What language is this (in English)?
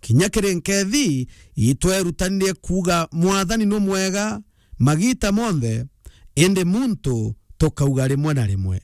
Meru